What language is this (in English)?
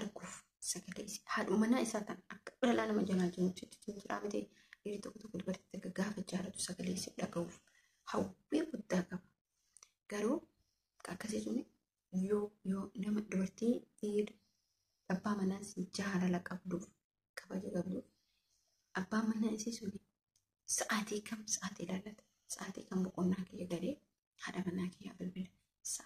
Oromo